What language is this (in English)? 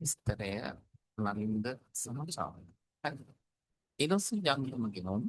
Sinhala